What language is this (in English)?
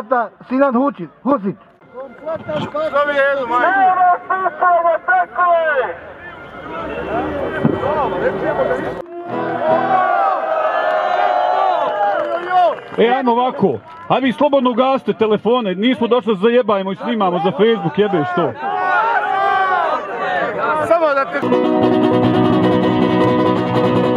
Croatian